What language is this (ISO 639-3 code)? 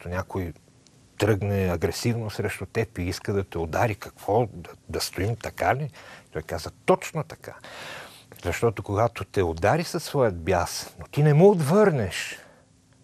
bul